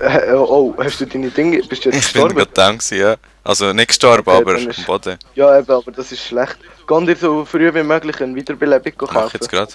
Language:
Swiss German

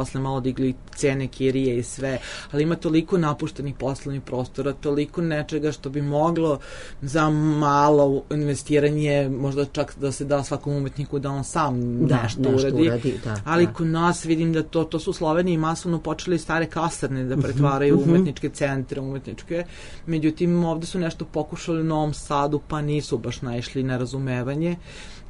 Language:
Serbian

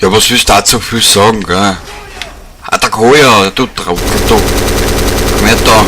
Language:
Bavarian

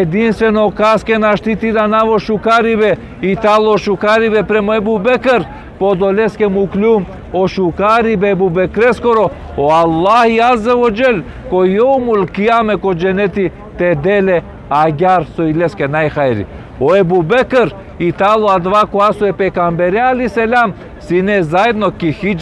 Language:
Balkan Romani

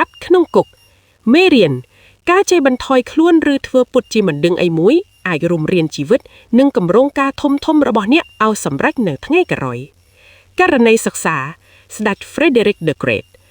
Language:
Khmer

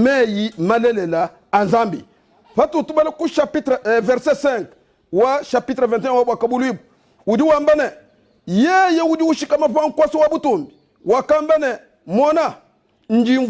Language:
Luba-Lulua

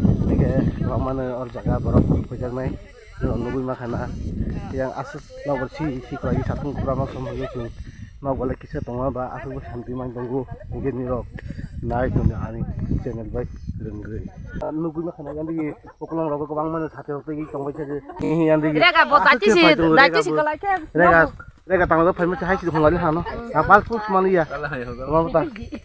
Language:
Kok Borok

